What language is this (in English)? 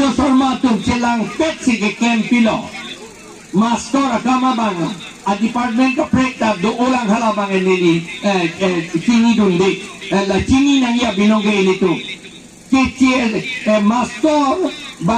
Karbi